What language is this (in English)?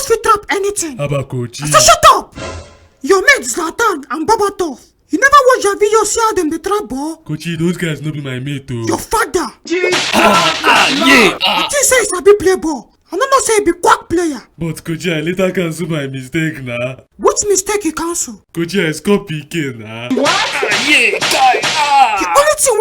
Nigerian Pidgin